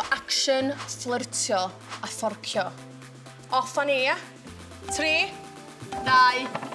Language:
Welsh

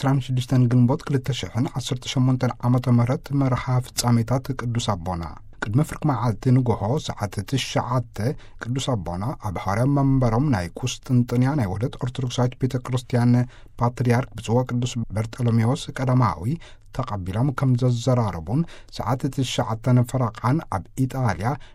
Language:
Tigrinya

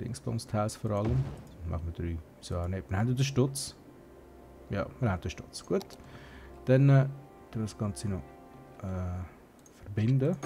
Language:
Swiss German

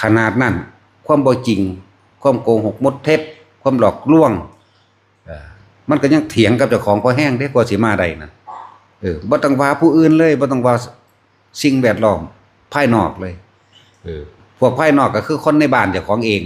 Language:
Northeastern Thai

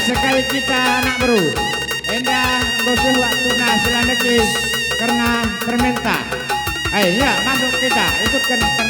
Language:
Batak Karo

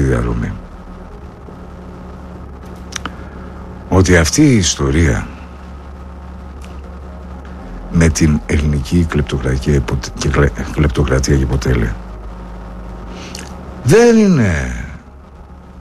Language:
Greek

